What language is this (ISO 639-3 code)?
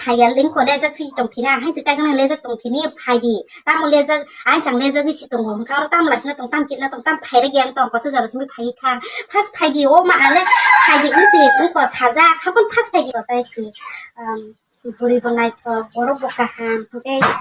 trp